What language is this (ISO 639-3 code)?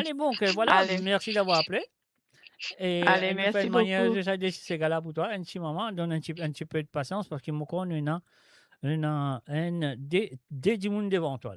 mfe